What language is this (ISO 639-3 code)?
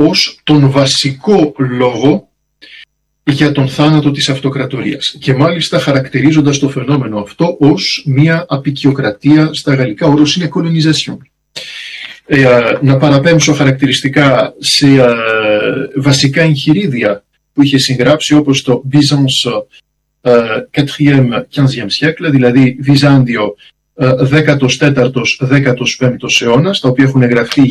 ell